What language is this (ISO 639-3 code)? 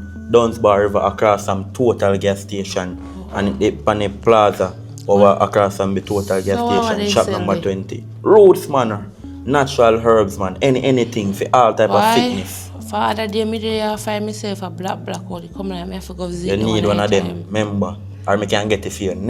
jam